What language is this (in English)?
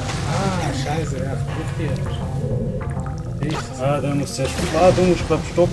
Swiss German